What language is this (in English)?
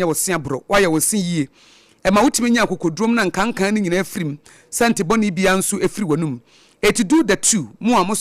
Akan